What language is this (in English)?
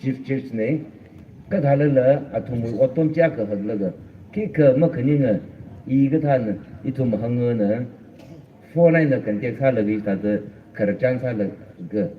Tangkhul Naga (India)